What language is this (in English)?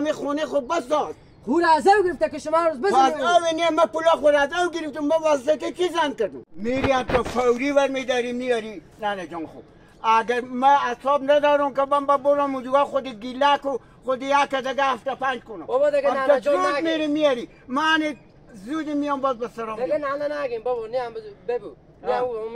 Hazaragi